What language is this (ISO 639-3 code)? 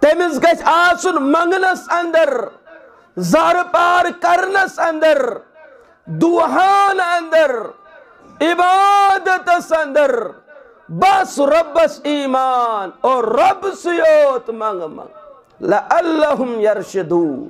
kas